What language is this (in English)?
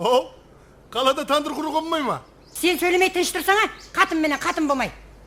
Kara-Kalpak